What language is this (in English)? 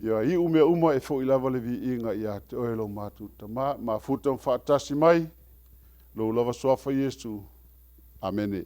Samoan